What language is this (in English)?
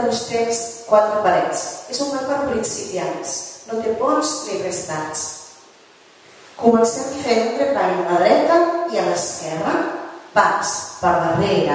Catalan